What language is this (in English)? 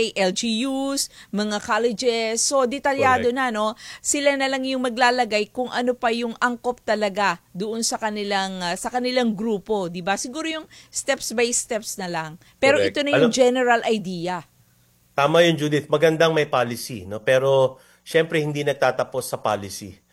Filipino